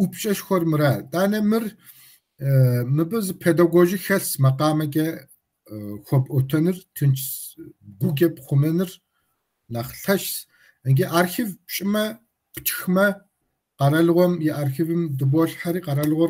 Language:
Kabardian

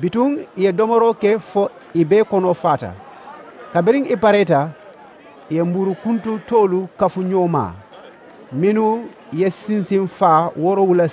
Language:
Mandingo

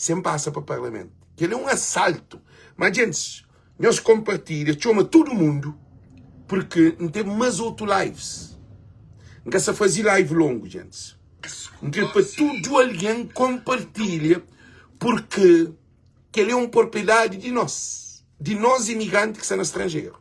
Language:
Kabuverdianu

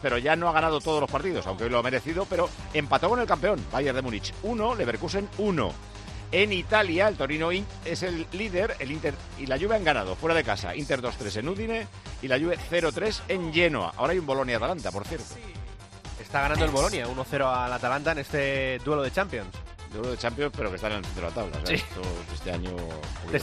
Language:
Spanish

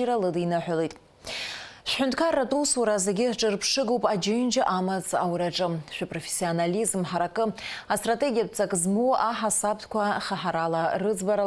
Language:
Abkhazian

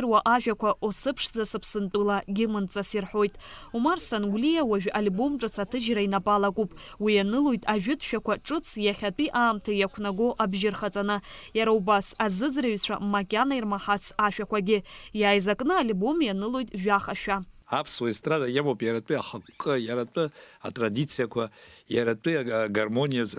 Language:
Abkhazian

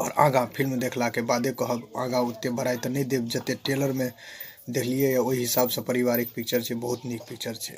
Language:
Maithili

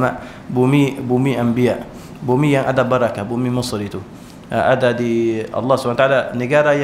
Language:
Malay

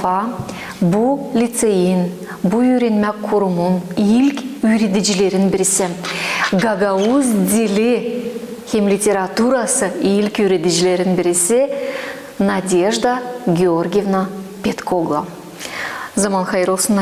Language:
Gagauz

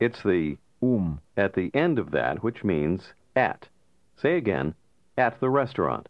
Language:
Armenian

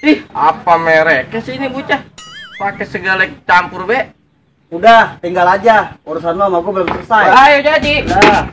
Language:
Betawi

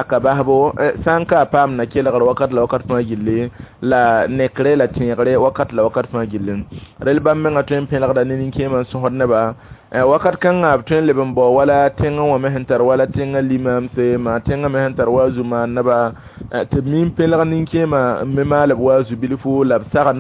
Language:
Mossi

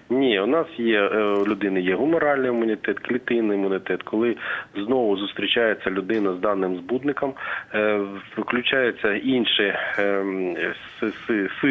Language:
Ukrainian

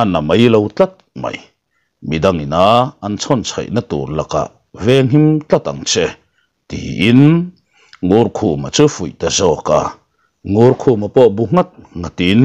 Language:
Mizo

